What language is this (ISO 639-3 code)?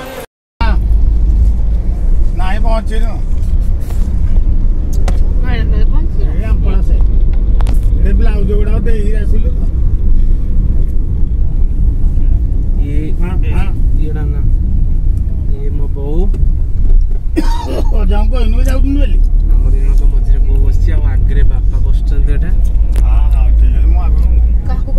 ori